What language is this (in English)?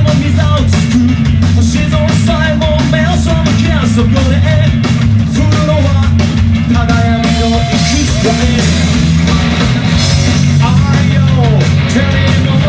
Japanese